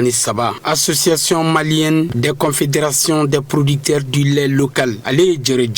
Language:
Bambara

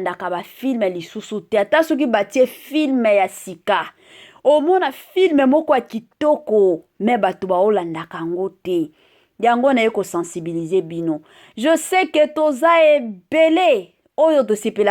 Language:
Lingala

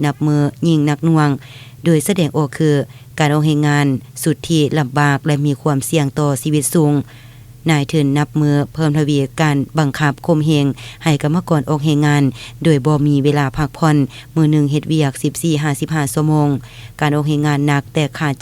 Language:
Lao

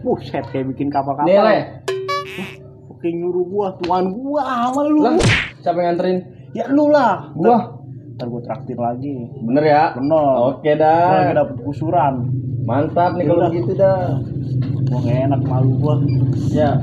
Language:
Betawi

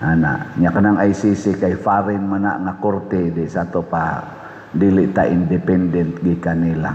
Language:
Cebuano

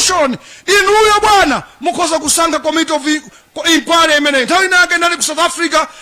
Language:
Nyanja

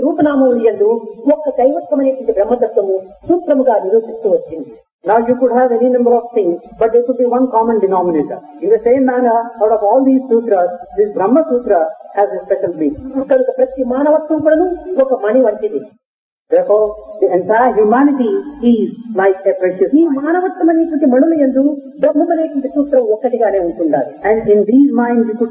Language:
Telugu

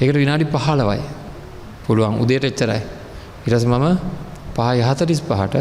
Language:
Sinhala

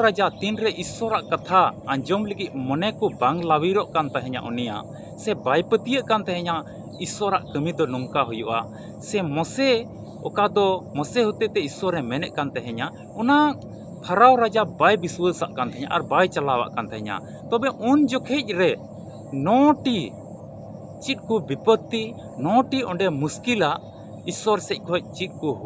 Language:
Santali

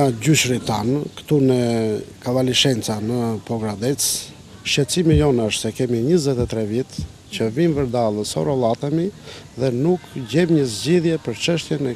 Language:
Albanian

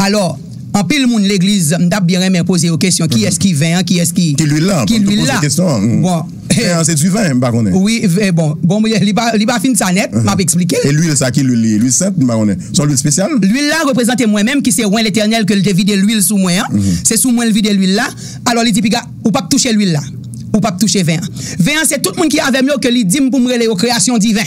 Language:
Haitian Creole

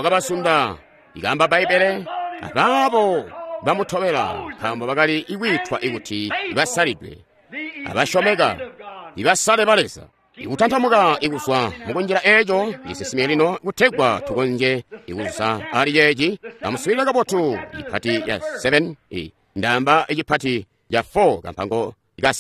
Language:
Tonga (Zambia)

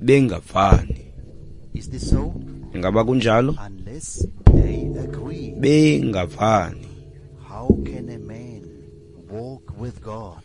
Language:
Xhosa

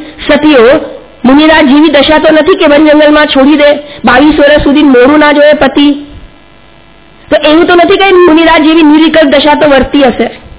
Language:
Gujarati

